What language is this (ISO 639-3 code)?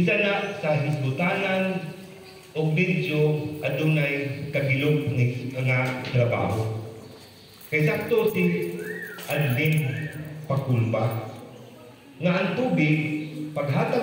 ceb